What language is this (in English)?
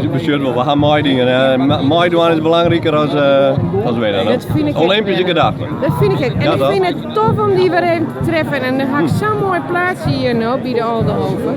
Western Frisian